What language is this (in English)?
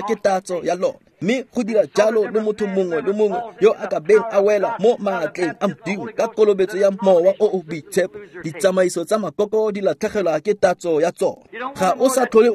Tswana